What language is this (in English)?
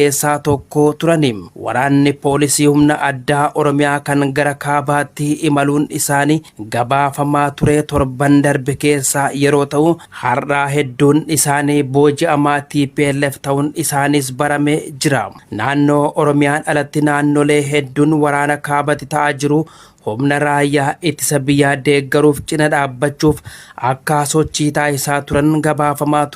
Oromo